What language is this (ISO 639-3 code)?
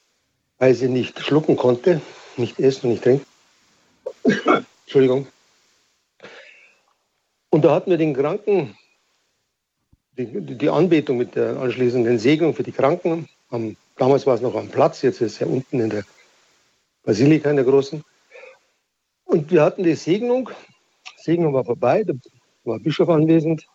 deu